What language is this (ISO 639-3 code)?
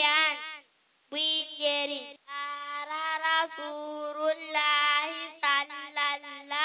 ful